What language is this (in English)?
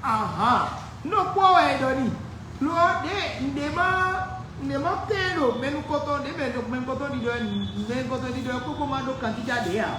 Fon